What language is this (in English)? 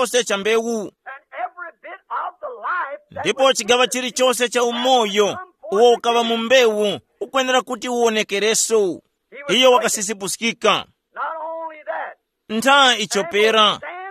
Tumbuka